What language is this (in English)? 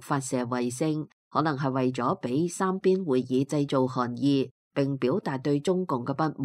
Cantonese